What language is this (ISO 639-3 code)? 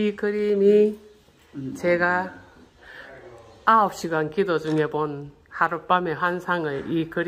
kor